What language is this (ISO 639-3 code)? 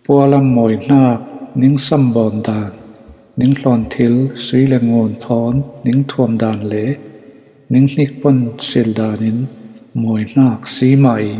cfm